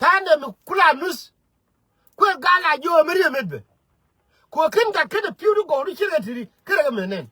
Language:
Nuer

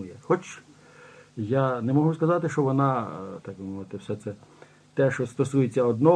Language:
Ukrainian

